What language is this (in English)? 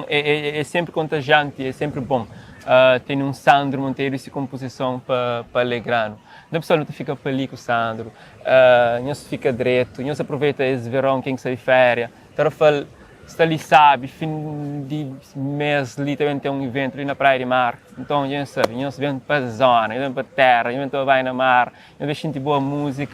Kabuverdianu